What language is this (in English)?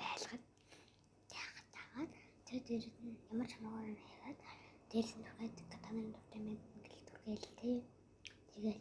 Mongolian